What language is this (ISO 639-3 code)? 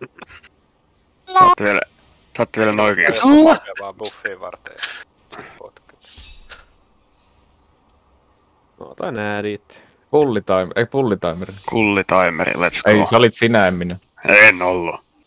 fin